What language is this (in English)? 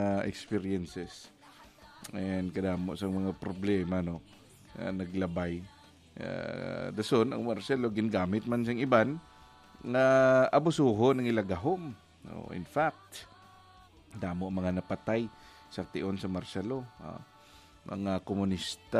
Hiligaynon